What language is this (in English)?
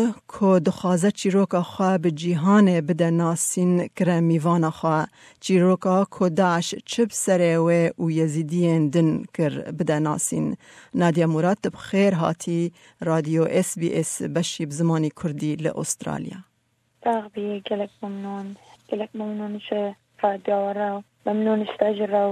Kurdish